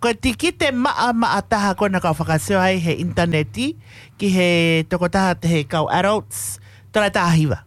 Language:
Tongan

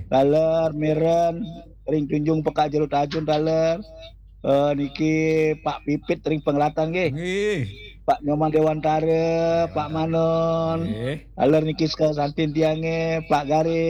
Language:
Balinese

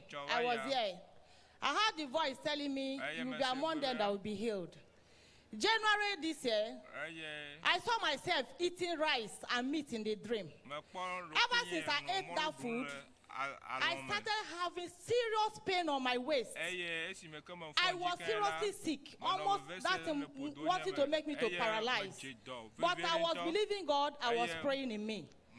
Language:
Ewe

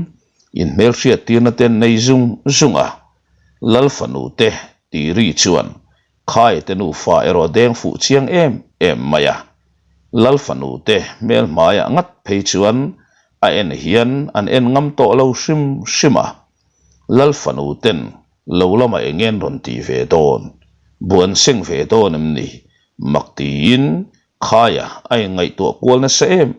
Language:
Mizo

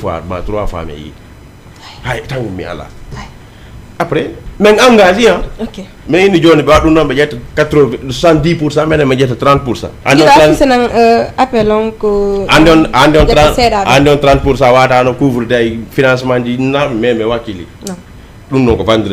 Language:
Fula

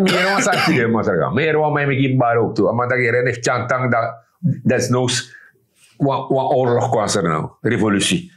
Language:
Sranan Tongo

